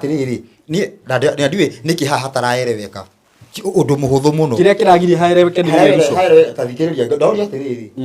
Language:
Kikuyu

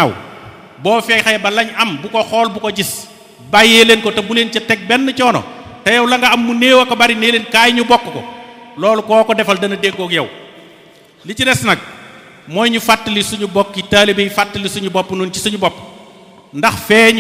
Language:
Wolof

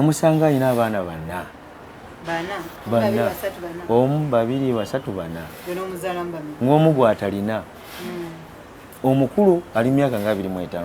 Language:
Ganda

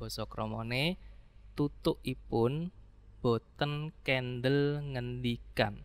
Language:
Javanese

